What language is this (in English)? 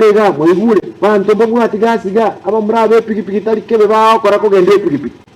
Gusii